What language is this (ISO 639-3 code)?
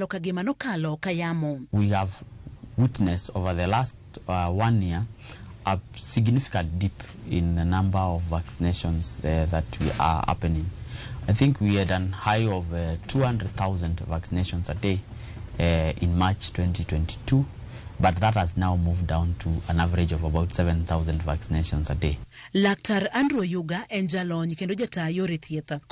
luo